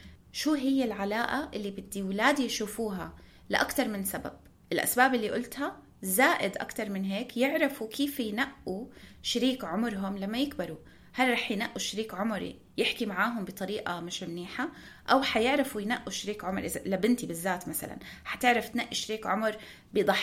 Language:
North Levantine Arabic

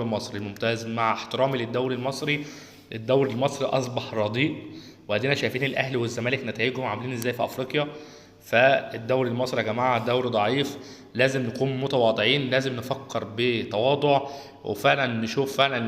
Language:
Egyptian Arabic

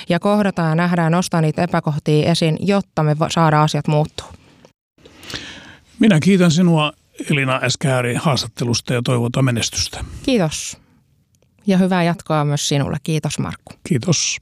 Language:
Finnish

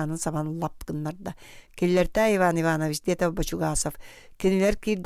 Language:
Yakut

